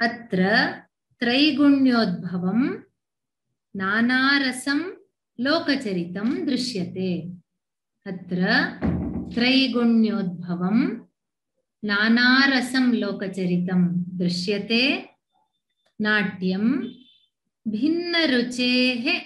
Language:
Sanskrit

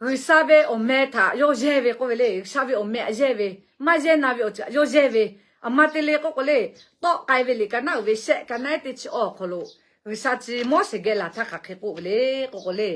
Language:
Lahu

